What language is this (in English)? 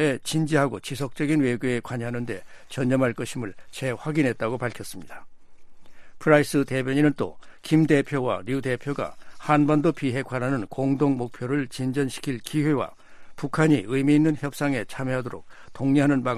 Korean